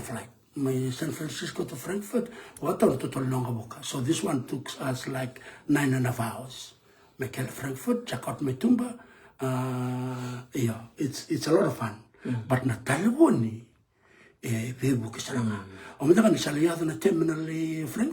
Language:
Fijian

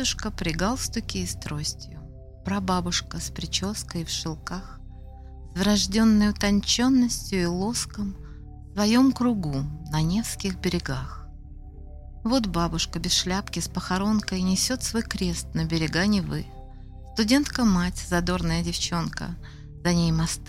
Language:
Russian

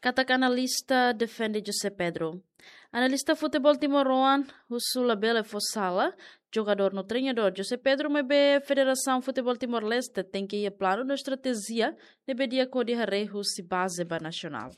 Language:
Tetum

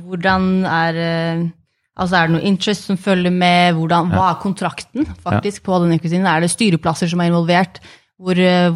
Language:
Norwegian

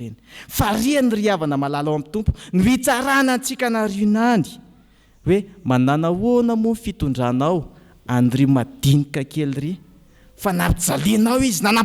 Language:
Malagasy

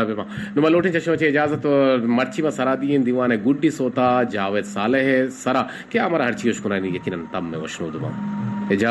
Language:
Eastern Balochi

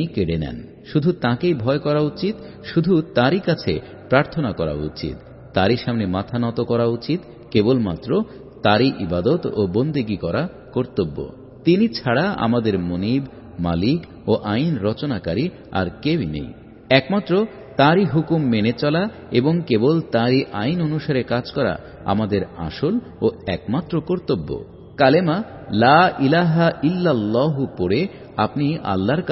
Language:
Bangla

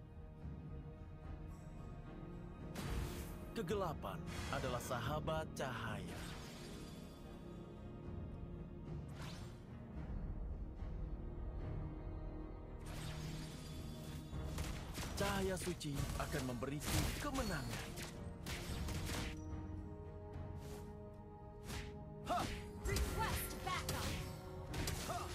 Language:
Indonesian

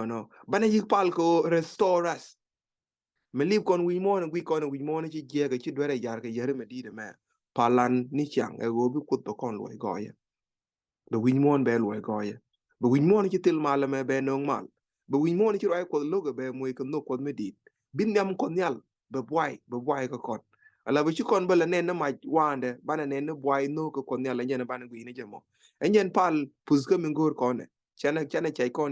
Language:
Nuer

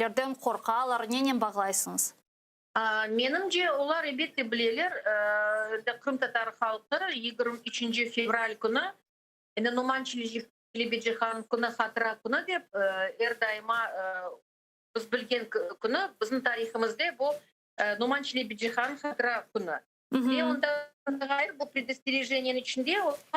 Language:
Crimean Tatar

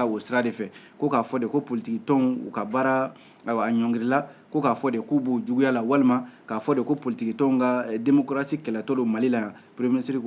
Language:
Bambara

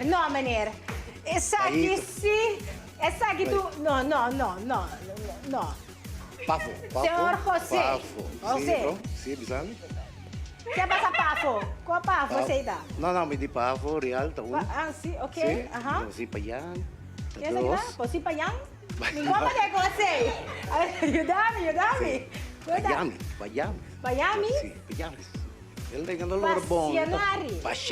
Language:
Papiamento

